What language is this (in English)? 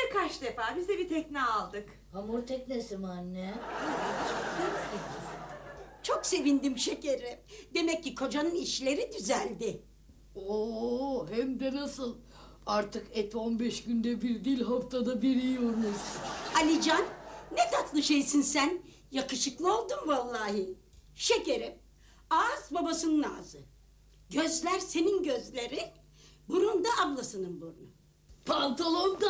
Turkish